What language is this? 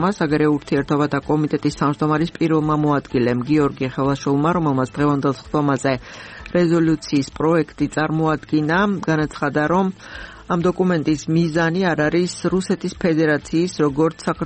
Georgian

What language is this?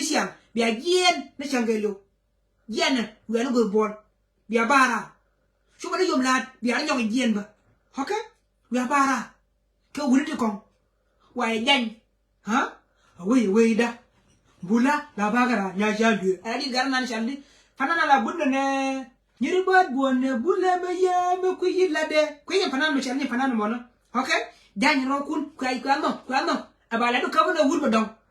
Nuer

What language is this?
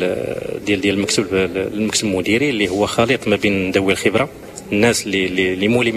Moroccan Arabic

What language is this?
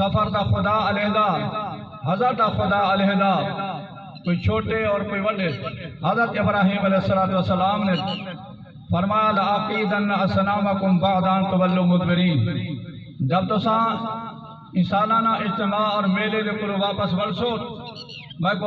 Saraiki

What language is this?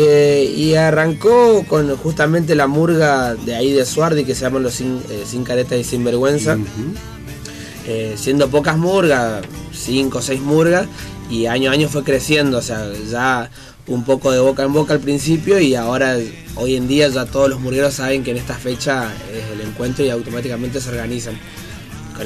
Spanish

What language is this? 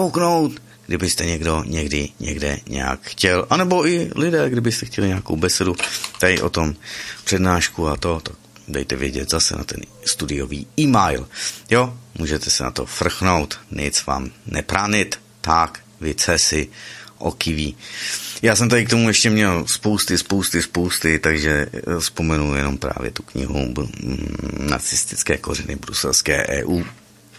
Czech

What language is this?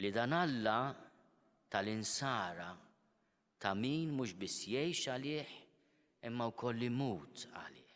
Maltese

